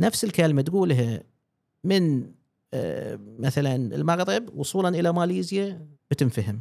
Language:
Gulf Arabic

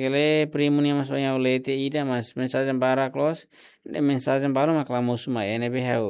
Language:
Tetum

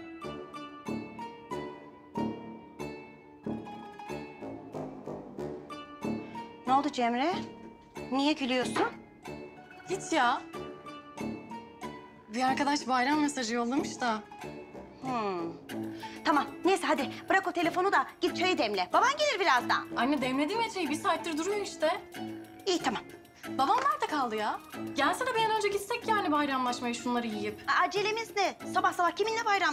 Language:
Turkish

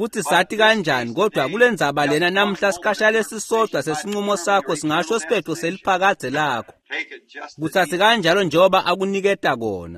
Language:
Swati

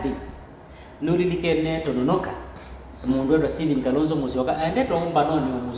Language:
Kamba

